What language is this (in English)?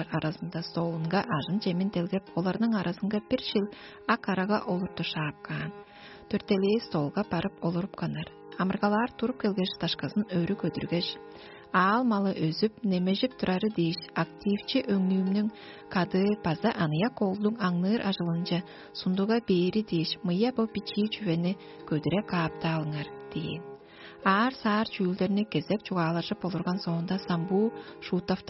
Tuvinian